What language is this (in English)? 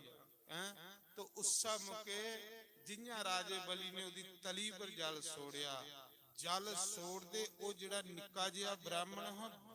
Dogri